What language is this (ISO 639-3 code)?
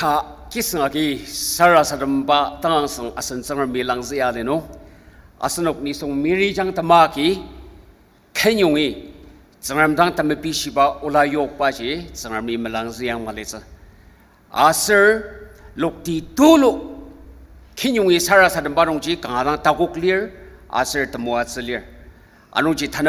njo